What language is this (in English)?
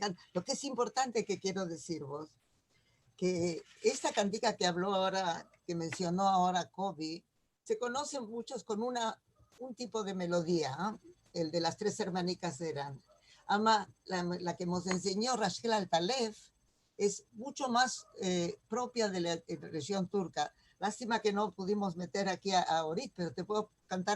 Ladino